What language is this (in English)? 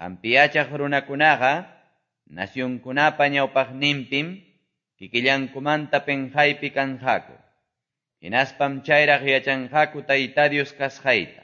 Quechua